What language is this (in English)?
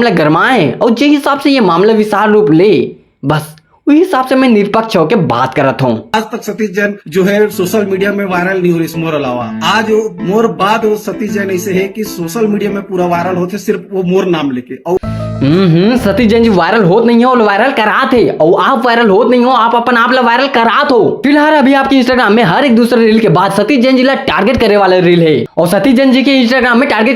Chhattisgarhi